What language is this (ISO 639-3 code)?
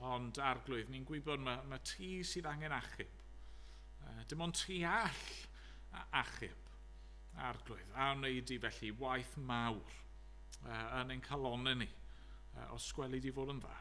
cym